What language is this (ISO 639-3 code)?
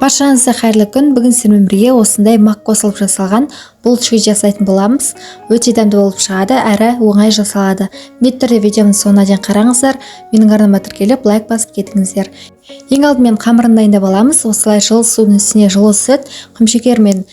kaz